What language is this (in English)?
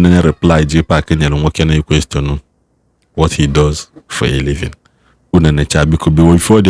Igbo